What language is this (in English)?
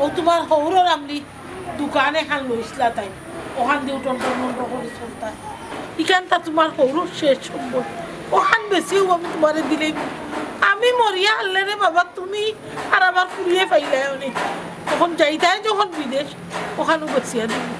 Sylheti